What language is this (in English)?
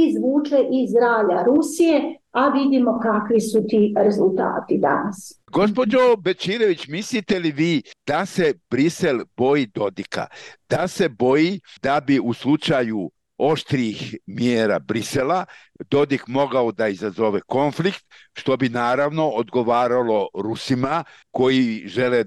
Bosnian